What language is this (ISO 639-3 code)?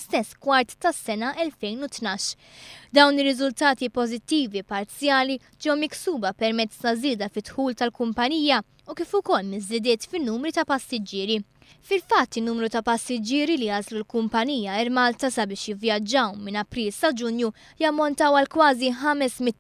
mlt